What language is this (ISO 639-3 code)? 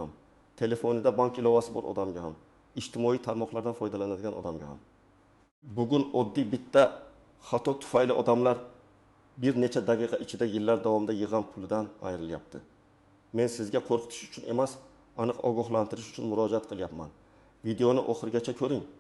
uzb